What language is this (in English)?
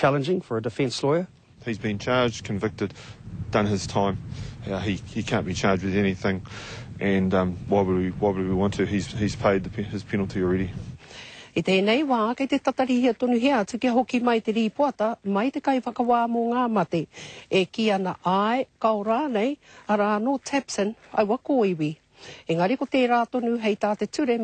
Māori